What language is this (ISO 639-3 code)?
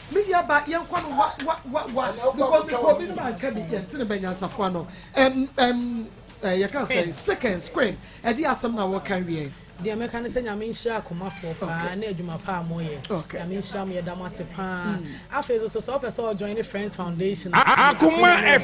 aka